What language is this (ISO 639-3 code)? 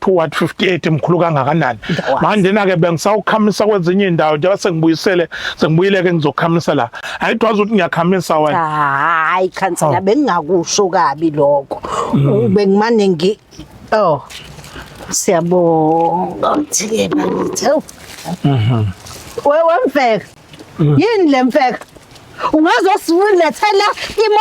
zul